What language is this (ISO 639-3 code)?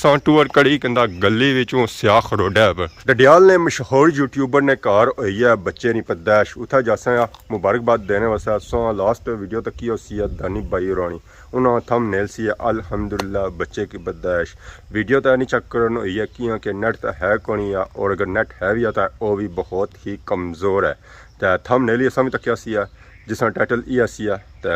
phr